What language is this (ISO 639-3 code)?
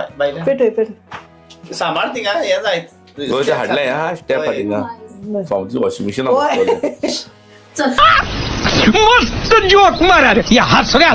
kok